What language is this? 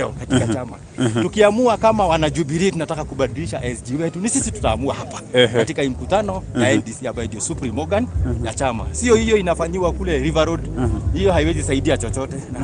Swahili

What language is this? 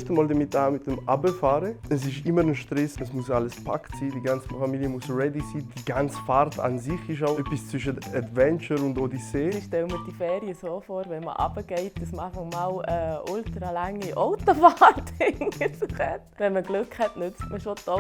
Swiss German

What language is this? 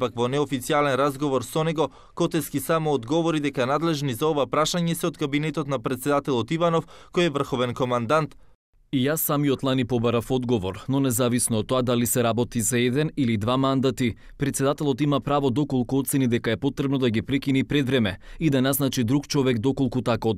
Macedonian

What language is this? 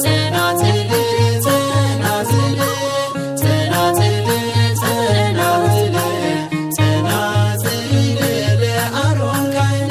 Tigrinya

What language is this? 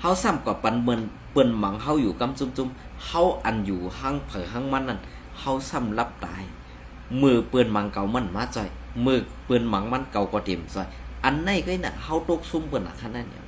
Shan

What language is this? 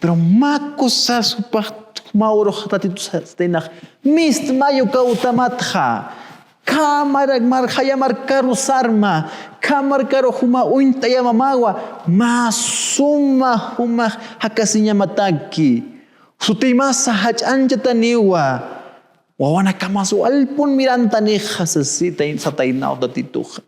Aymara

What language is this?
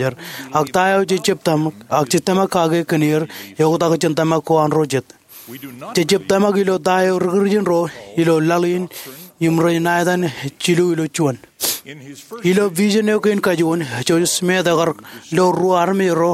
Marshallese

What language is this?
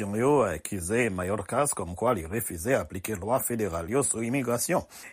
Haitian Creole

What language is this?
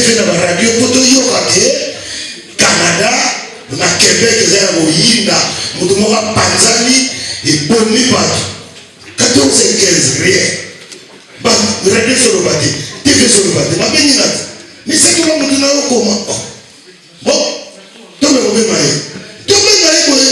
Lingala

